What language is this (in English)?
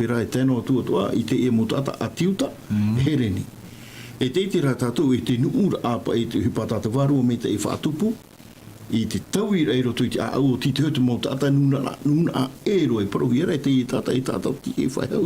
Tahitian